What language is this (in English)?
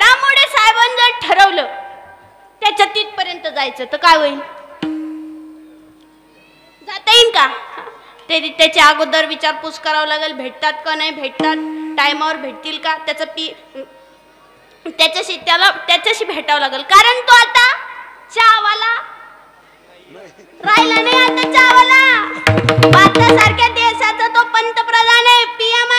Marathi